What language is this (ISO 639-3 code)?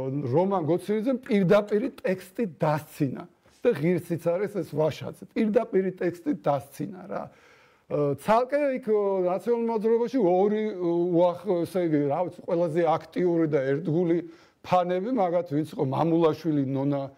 kat